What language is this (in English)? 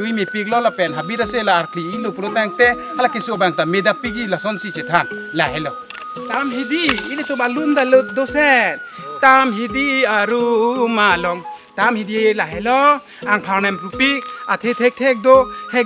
Karbi